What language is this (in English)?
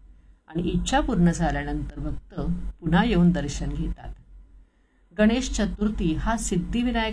Marathi